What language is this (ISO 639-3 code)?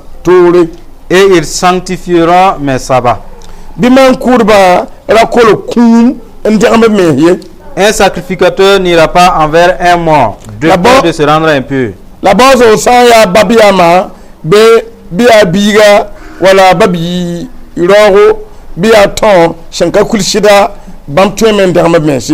mos